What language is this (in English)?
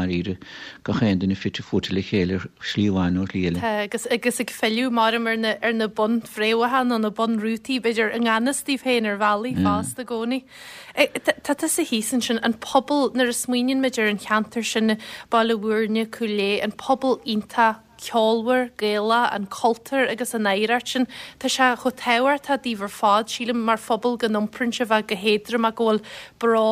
Irish